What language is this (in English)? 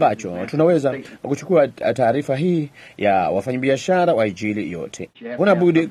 Swahili